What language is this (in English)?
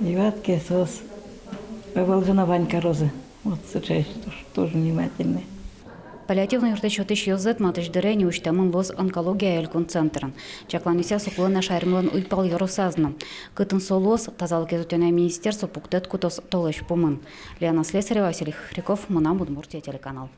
Udmurt